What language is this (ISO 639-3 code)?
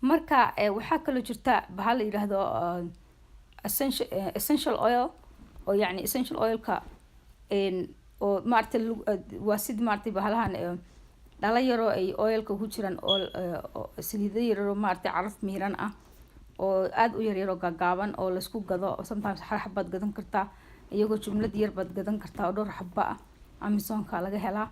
som